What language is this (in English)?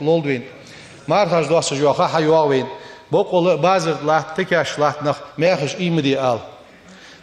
Ingush